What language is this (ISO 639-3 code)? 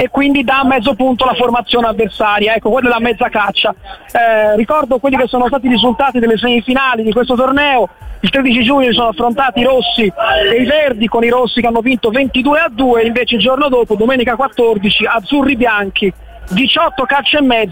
ita